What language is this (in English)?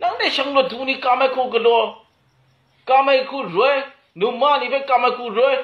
Kachin